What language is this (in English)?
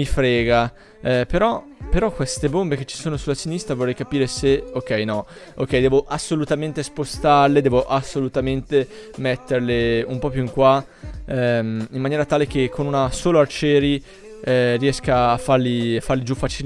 Italian